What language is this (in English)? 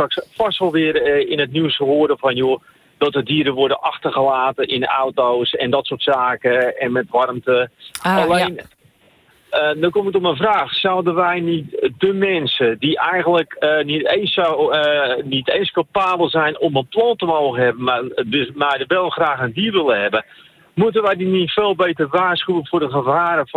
Dutch